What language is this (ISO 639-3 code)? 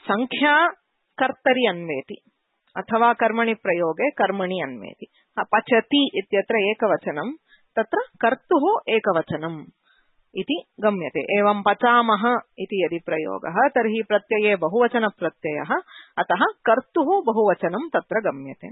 san